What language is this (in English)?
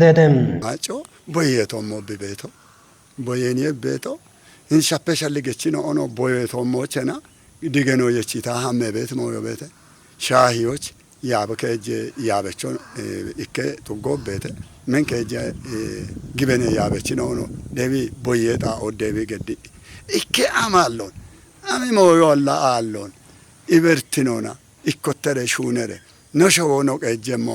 Kafa